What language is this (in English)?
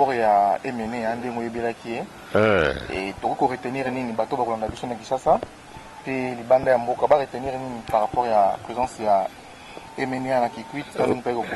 Lingala